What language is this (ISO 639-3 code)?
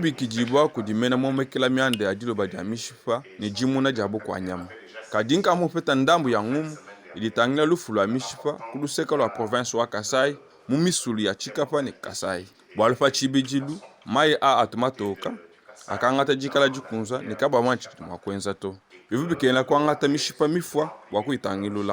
lua